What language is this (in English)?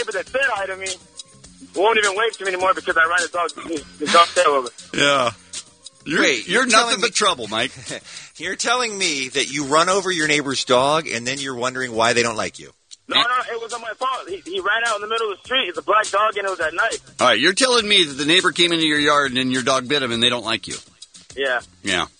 English